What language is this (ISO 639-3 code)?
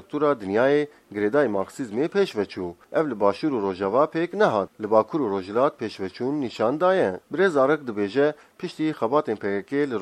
kur